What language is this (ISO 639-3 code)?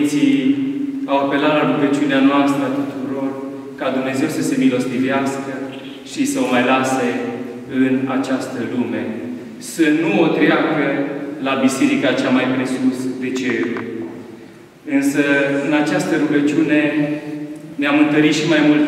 ron